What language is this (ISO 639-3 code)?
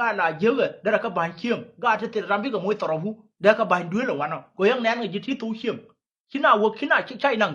nus